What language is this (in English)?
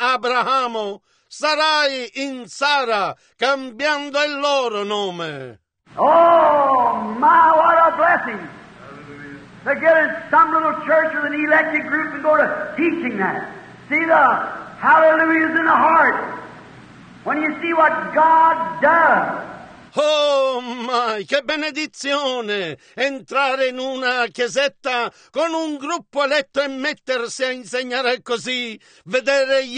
Italian